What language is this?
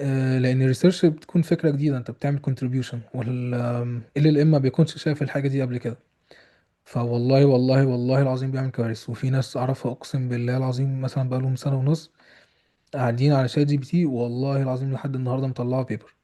Egyptian Arabic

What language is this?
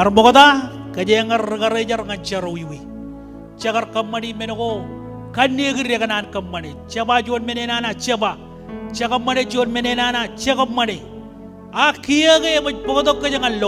Marshallese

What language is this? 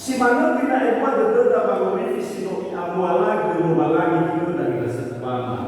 Nias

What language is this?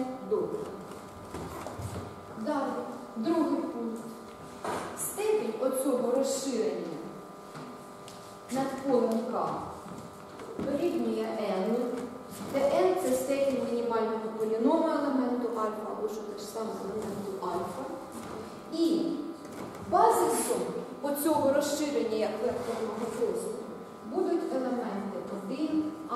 Ukrainian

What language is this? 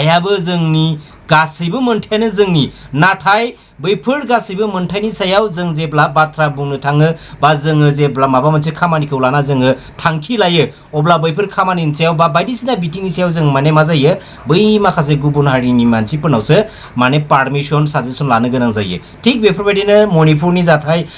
Bodo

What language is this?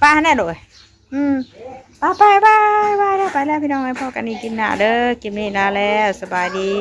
Northeastern Thai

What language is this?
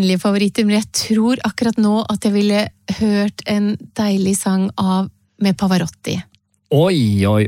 Norwegian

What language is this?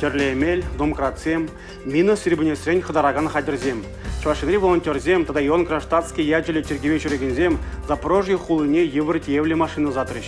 Chuvash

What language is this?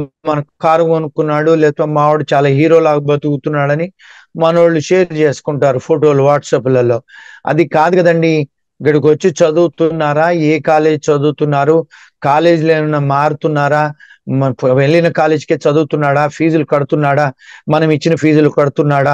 Telugu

